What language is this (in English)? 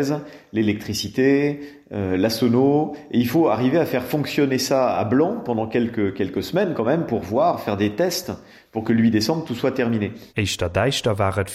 Luxembourgish